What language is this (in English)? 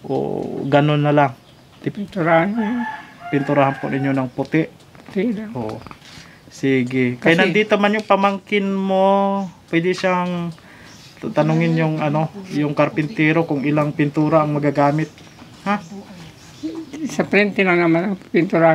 Filipino